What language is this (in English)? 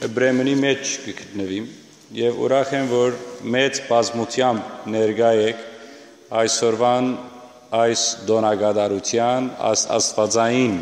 Western Armenian